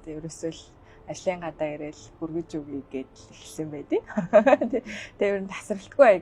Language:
Mongolian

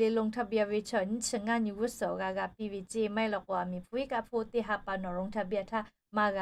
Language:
Lahu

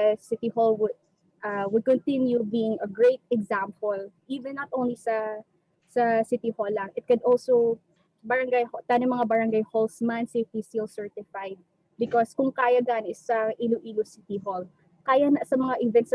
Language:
Hiligaynon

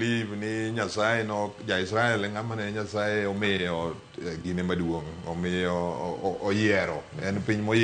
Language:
Luo (Kenya and Tanzania)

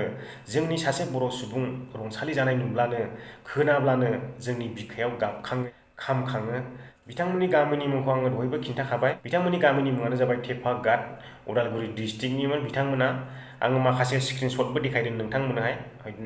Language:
Bodo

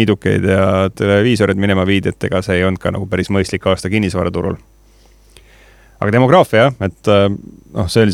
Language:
Estonian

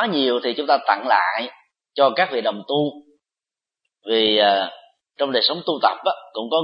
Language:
Vietnamese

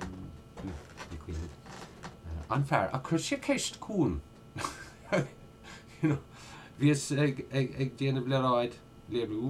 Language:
Irish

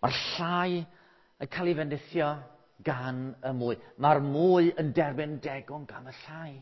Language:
Welsh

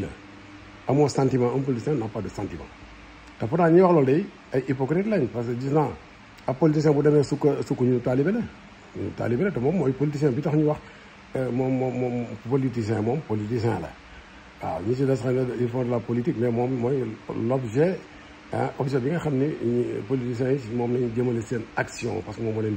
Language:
Wolof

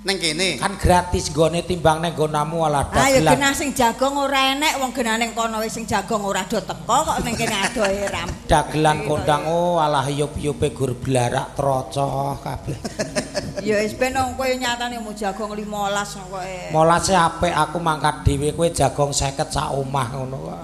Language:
Javanese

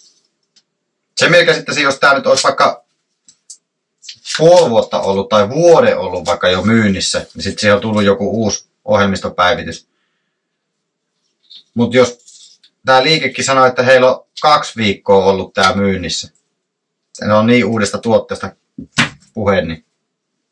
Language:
Finnish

